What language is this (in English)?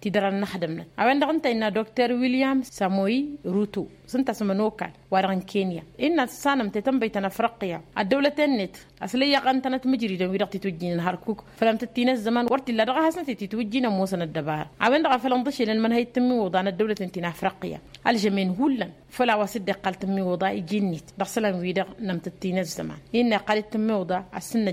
Tamasheq